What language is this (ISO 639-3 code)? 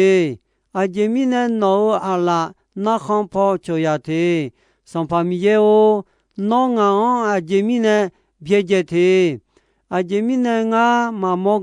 ahk